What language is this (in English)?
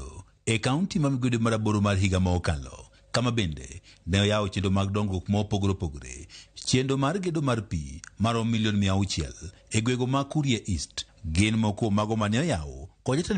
Luo (Kenya and Tanzania)